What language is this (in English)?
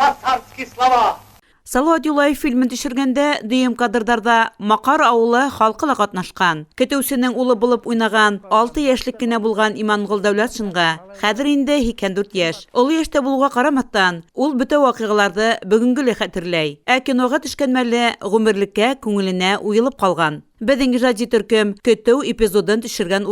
Bashkir